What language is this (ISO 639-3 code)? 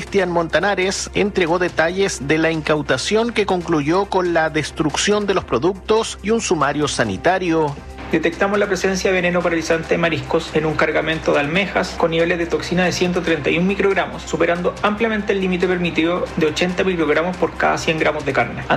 spa